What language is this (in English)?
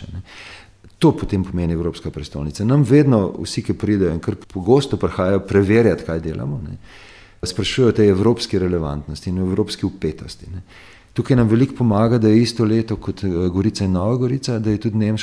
Slovenian